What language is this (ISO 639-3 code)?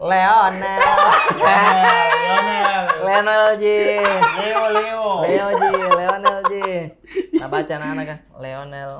mfp